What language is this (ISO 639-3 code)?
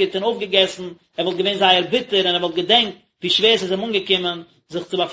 yid